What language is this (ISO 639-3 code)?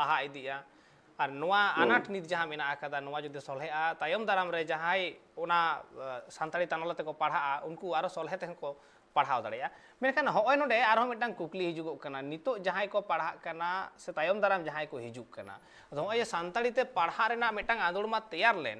sat